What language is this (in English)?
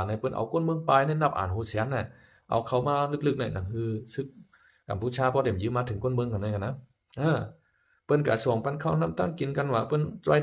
Shan